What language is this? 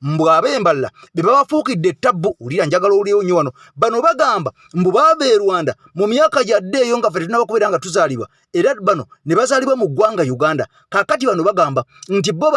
Ganda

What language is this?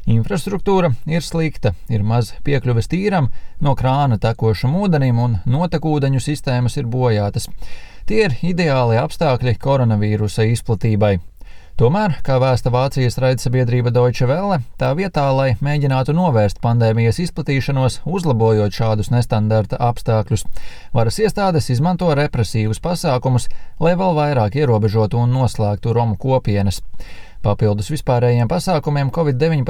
Latvian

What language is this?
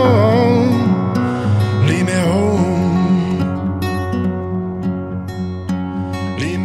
Norwegian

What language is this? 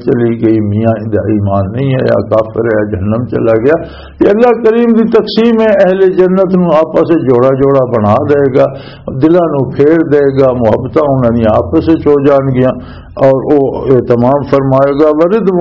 Western Panjabi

